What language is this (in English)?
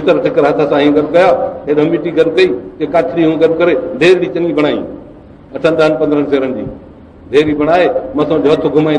Sindhi